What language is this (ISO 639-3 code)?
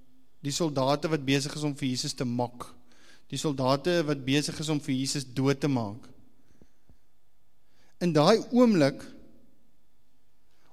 afr